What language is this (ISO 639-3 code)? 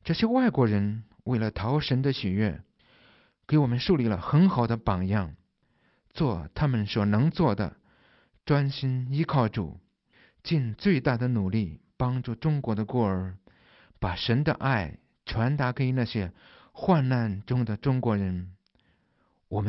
zho